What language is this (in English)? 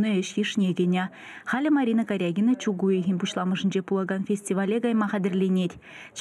Chuvash